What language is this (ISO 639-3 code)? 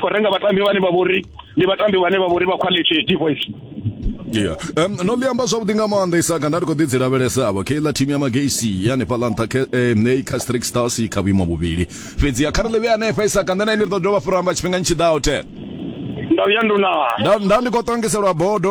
ven